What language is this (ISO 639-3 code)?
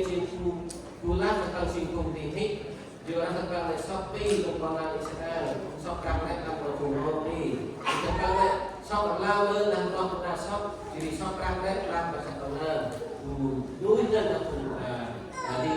cmo